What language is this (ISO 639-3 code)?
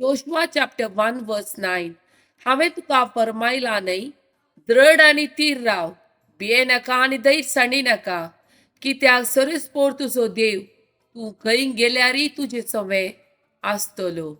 kok